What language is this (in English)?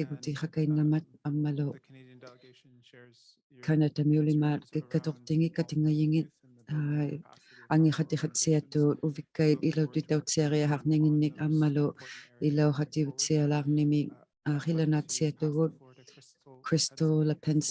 Inuktitut